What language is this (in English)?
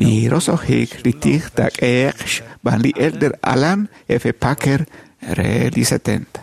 Kekchí